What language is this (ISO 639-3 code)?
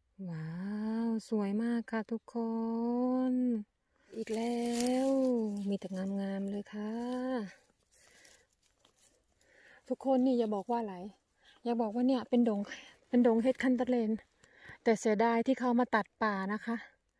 tha